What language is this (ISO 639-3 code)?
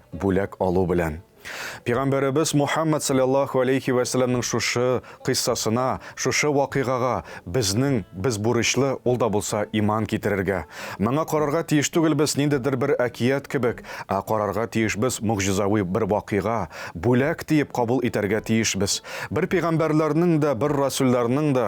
tat